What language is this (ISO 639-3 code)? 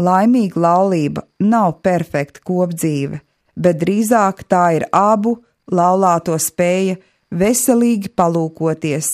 lav